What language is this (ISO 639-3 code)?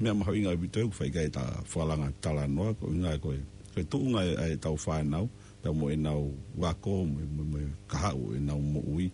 ton